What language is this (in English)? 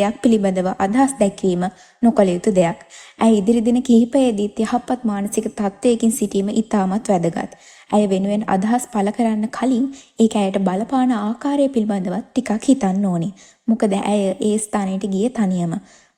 Sinhala